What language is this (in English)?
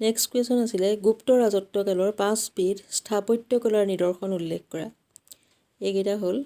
Assamese